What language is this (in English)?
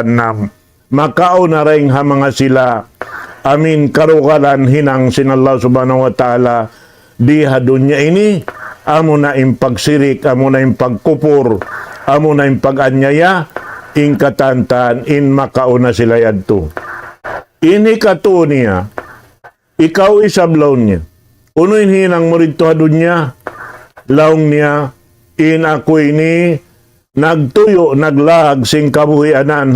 Tausug